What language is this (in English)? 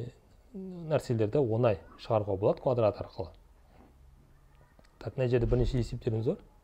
Kazakh